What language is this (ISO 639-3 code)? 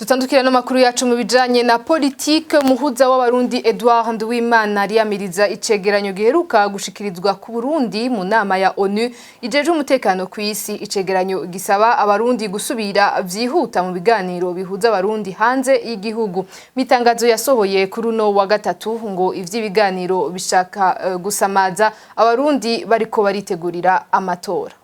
run